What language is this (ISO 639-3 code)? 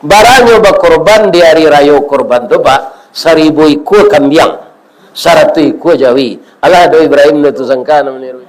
min